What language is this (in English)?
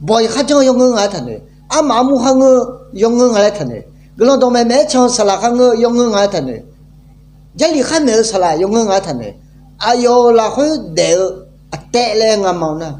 Akha